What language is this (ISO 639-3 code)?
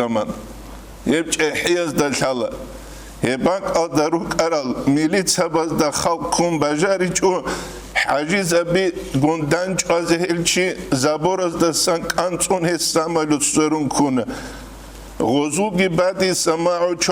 ava